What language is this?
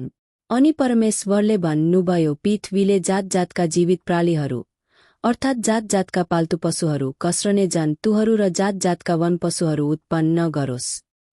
Nepali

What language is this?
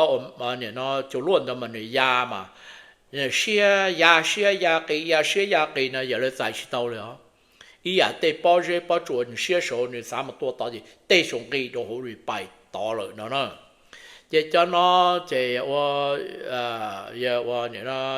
Hmong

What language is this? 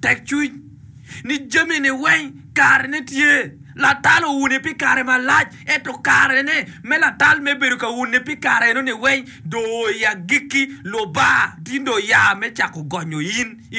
Acoli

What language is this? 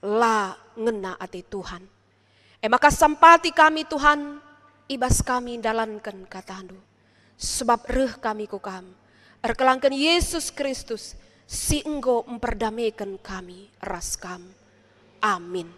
Batak Karo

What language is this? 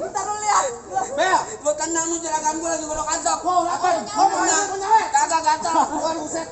Betawi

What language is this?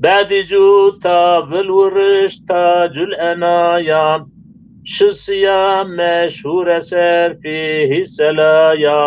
Zaza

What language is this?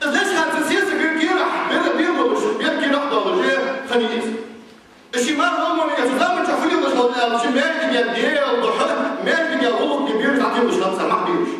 Ingush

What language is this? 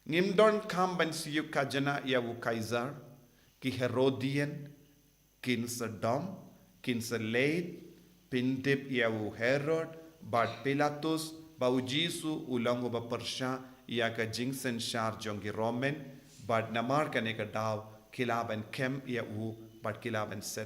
Khasi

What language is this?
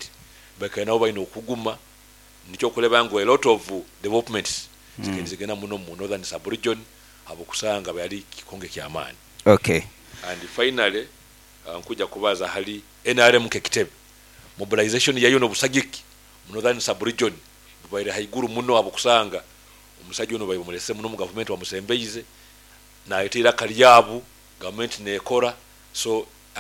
Nyoro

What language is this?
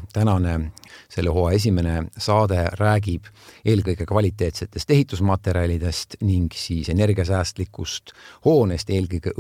Estonian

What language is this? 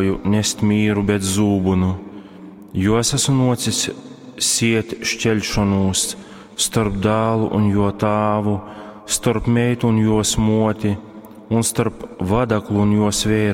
Latgalian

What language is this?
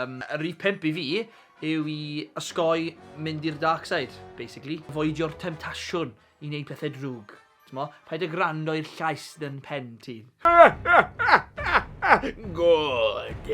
Welsh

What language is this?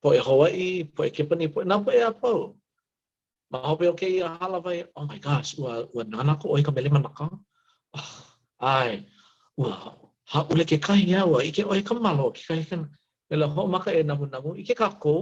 Hawaiian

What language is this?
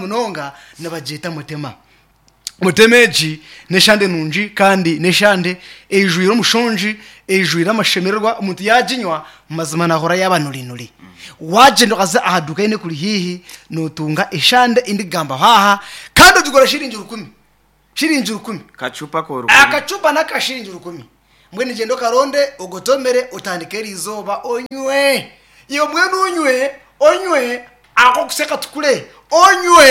Nyankole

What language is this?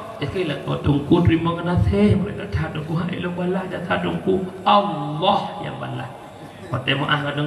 Achinese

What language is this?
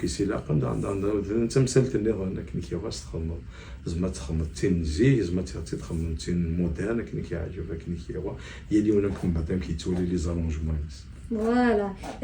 Kabyle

